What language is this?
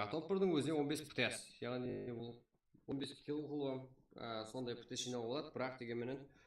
Kara-Kalpak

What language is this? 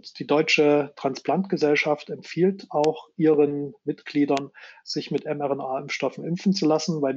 German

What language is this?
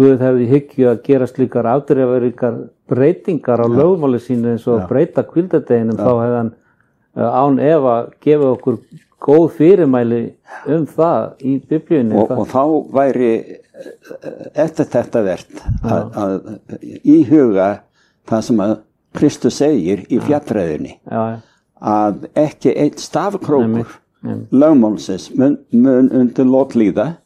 Icelandic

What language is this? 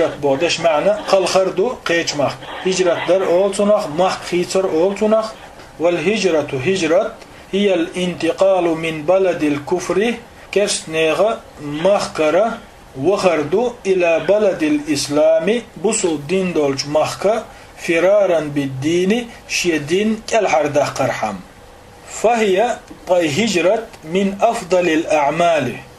Chechen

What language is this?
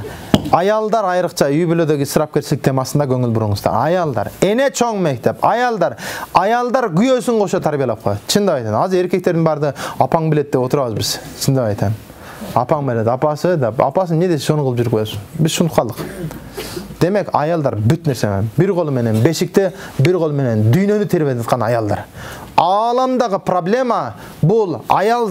Kyrgyz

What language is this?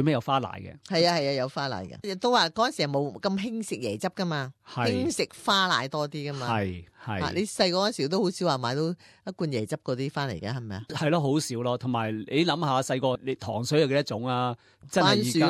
Cantonese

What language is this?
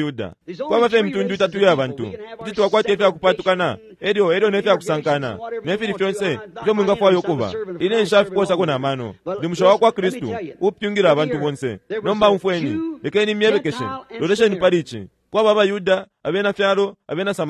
Bemba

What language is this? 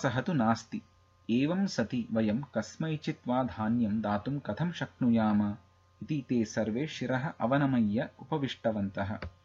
Sanskrit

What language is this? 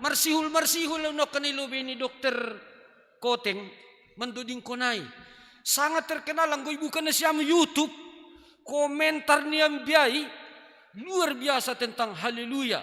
Batak Simalungun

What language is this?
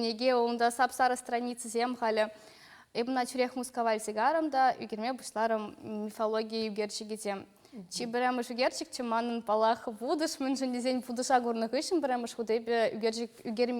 Chuvash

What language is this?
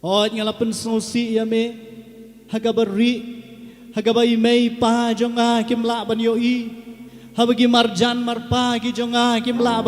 Khasi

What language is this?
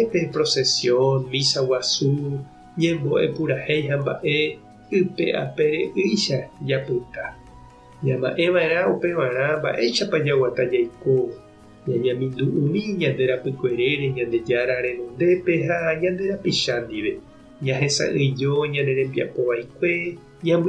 Guarani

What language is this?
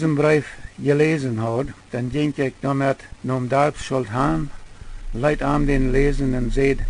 Plautdietsch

